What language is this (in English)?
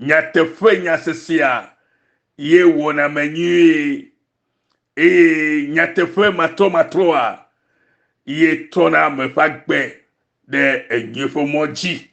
Ewe